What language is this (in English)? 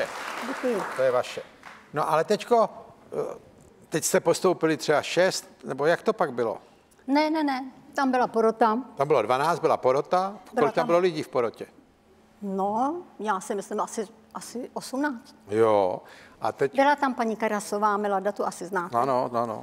Czech